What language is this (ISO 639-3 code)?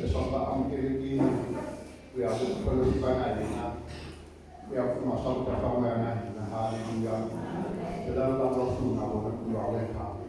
tso